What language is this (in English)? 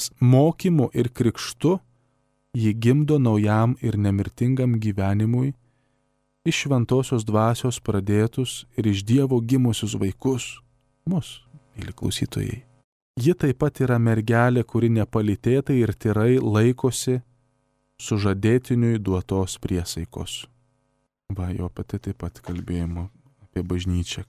Lithuanian